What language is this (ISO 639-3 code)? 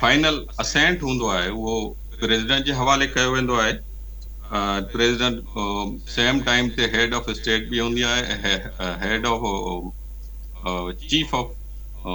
snd